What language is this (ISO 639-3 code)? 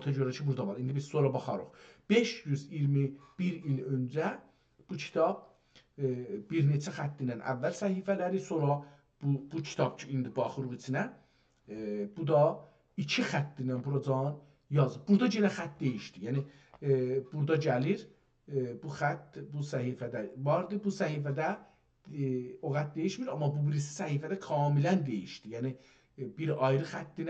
azb